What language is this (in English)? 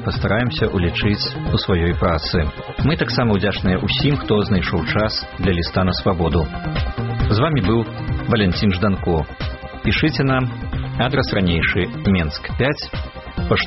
Belarusian